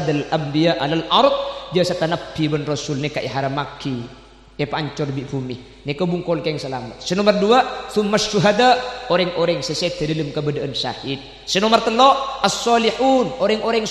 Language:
Madurese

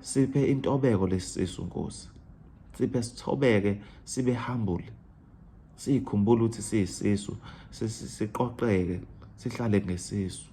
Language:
Zulu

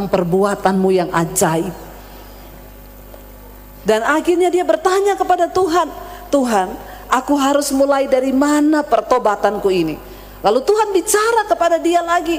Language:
Indonesian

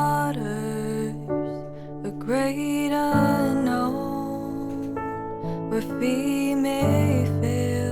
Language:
Iloko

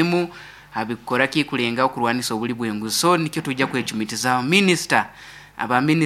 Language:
Nyankole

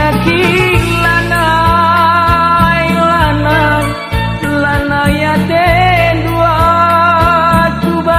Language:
Batak Karo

